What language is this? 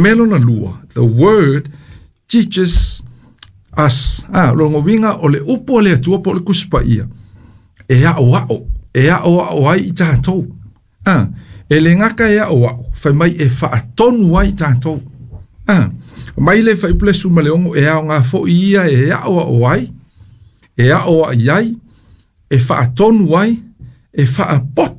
Samoan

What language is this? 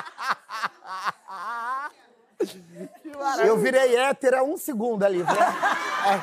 Portuguese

